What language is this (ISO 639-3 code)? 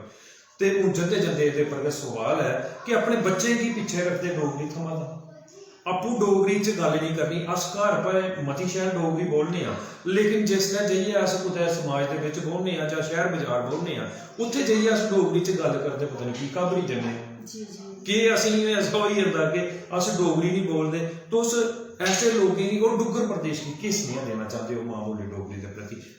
doi